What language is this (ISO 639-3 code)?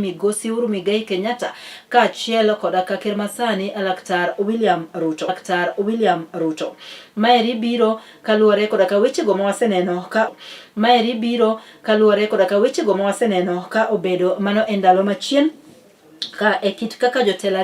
luo